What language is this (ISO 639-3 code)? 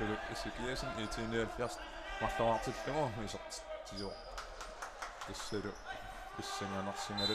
kal